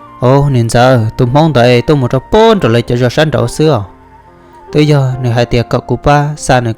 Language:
Hmong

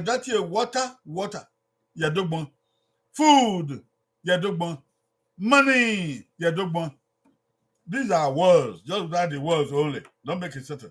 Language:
Bini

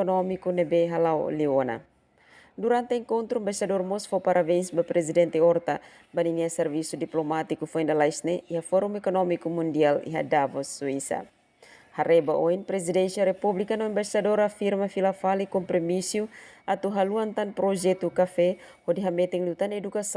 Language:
Tetum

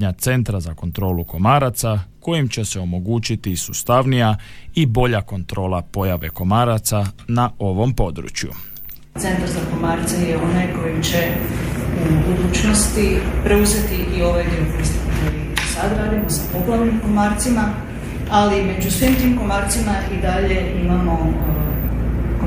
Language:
Croatian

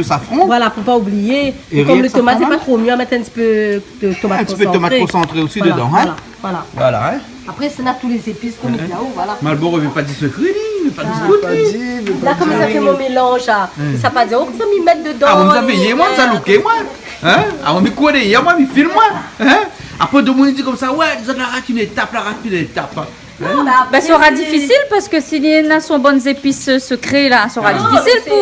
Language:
Réunion Creole French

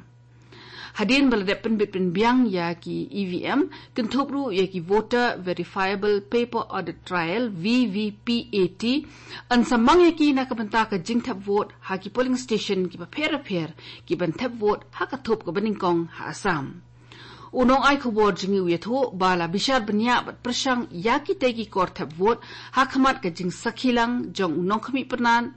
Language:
Khasi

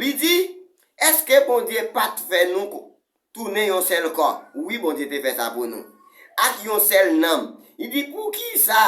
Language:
Haitian Creole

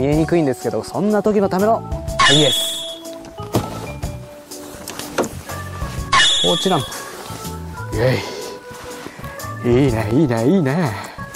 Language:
Japanese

